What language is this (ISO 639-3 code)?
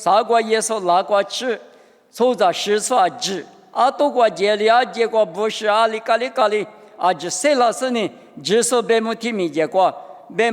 lis